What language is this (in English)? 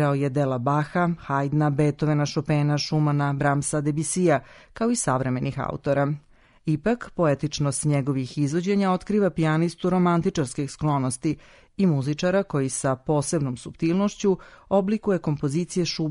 Serbian